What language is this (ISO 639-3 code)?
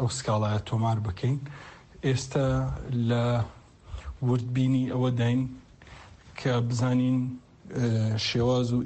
kur